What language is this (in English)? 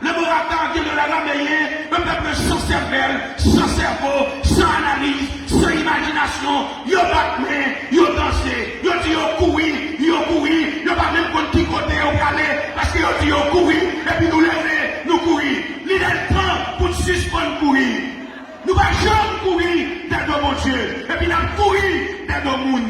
Haitian Creole